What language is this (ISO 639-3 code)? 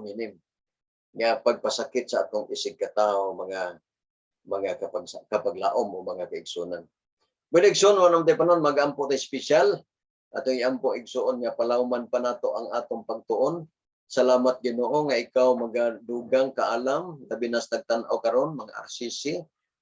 ceb